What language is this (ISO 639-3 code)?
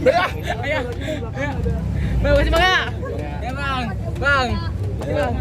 bew